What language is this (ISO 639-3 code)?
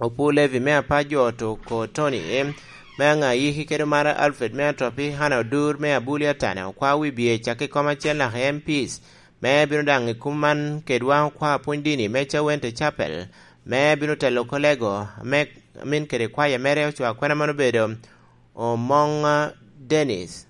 laj